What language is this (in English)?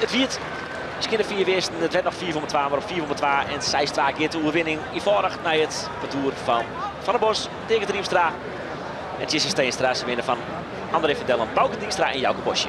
Western Frisian